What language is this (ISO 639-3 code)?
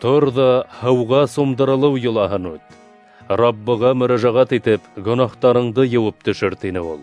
bak